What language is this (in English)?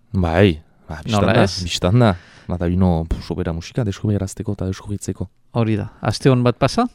Basque